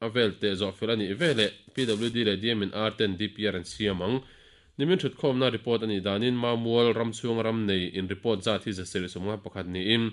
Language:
Mizo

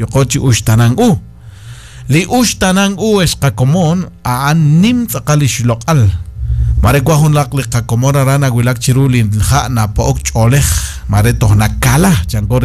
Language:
Kekchí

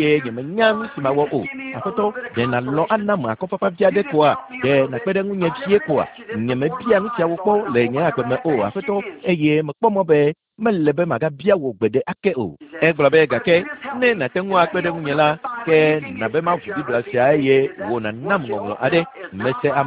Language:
Ewe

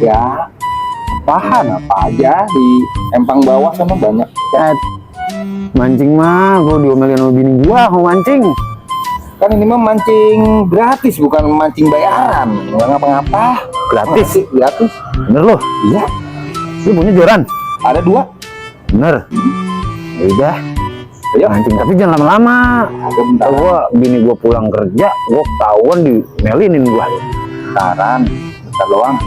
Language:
Betawi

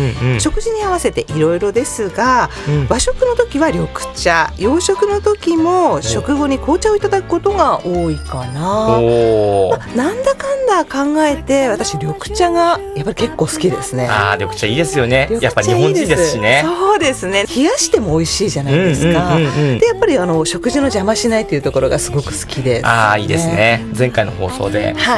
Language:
Japanese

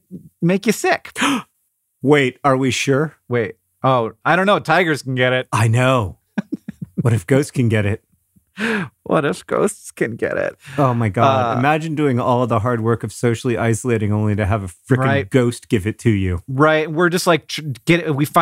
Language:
English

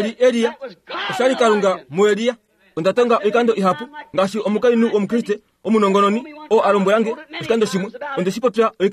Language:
Kuanyama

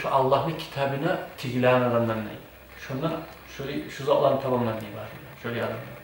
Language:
Kumyk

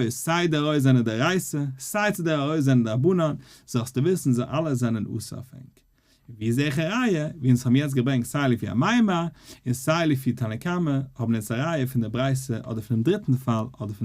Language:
Yiddish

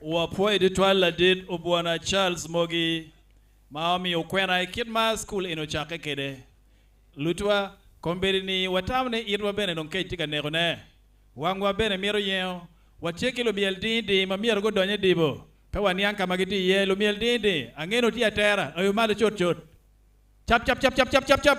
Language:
Acoli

